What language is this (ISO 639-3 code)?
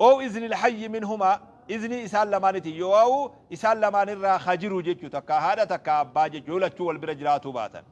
orm